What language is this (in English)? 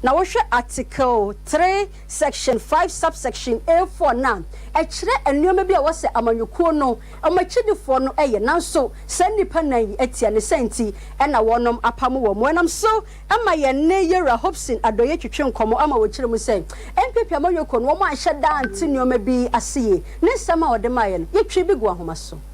Akan